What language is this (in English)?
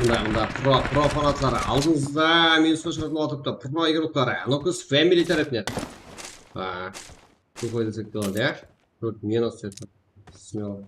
Kara-Kalpak